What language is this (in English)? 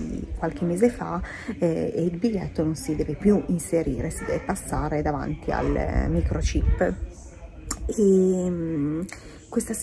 Italian